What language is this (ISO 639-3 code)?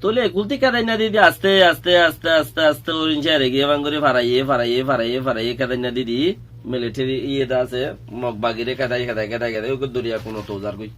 rhg